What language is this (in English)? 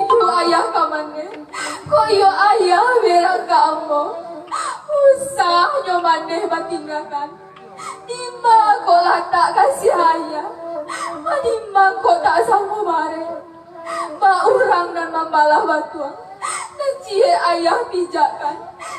Minangkabau